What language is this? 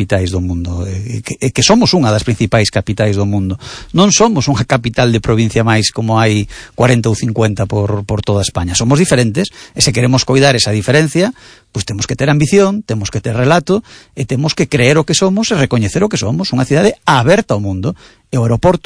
Galician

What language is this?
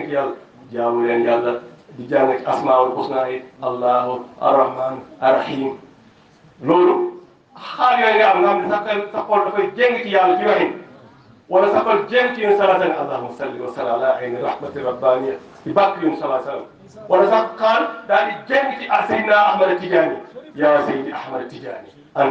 Wolof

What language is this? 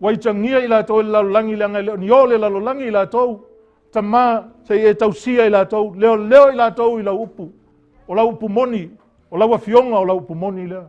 Samoan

